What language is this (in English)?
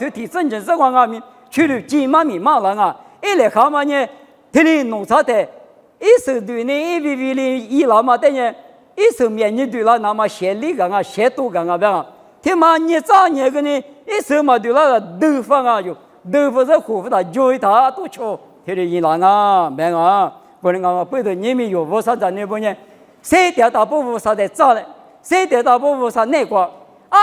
Lisu